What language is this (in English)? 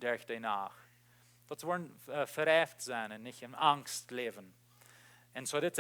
Plautdietsch